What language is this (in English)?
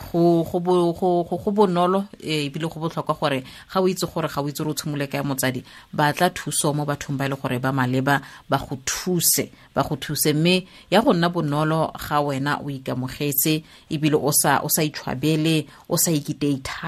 Tswana